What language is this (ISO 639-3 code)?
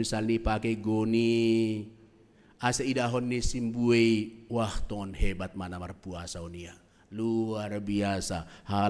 bts